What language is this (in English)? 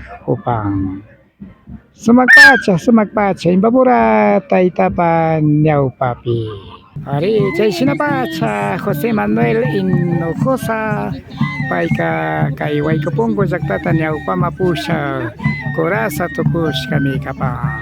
Imbabura Highland Quichua